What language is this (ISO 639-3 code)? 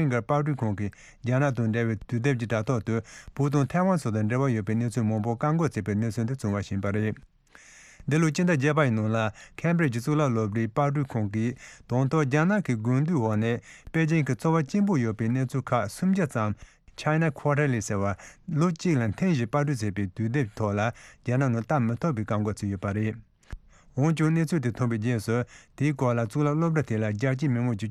bod